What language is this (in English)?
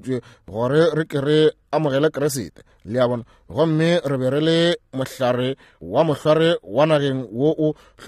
Northern Sotho